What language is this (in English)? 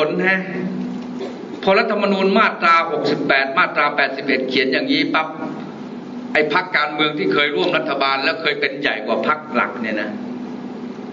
Thai